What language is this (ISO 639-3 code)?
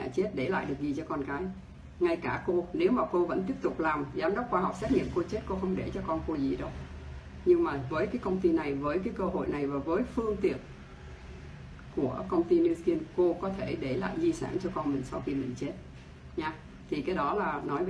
vie